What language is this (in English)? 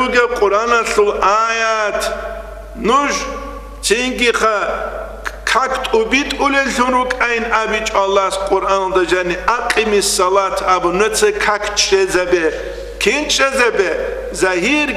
Avaric